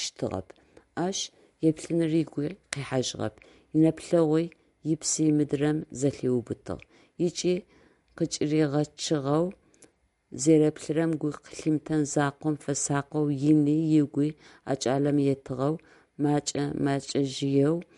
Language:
Adyghe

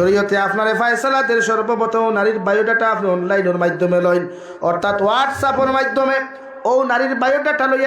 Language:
Sylheti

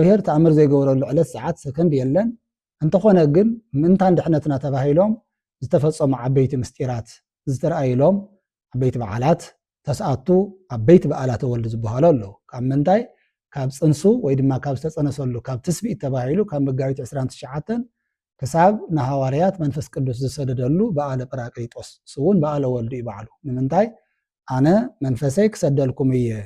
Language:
Tigrinya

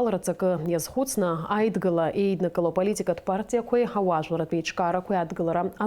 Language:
Abkhazian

